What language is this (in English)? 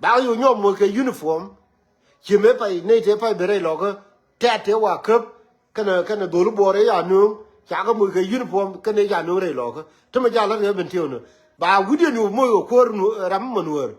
Nuer